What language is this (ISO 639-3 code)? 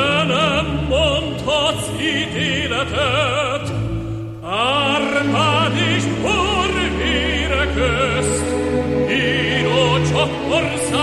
hun